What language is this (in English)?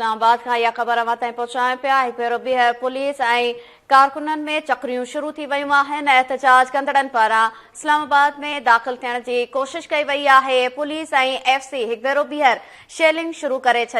Sindhi